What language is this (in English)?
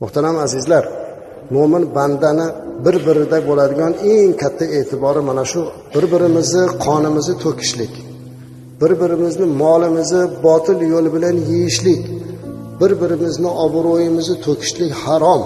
Uzbek